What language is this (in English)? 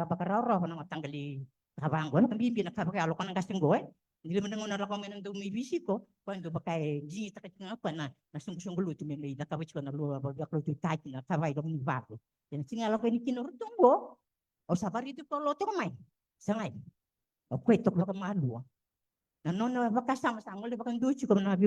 Fijian